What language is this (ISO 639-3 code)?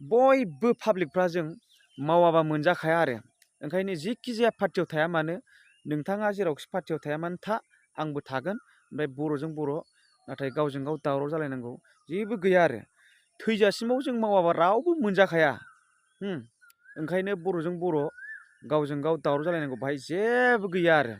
brx